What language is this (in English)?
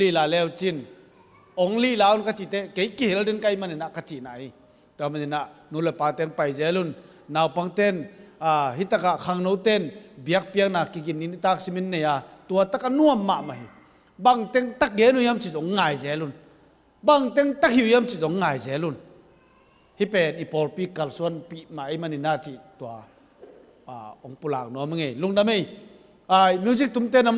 Tedim Chin